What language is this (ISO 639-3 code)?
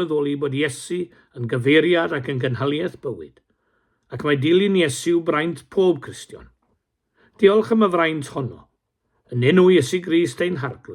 cym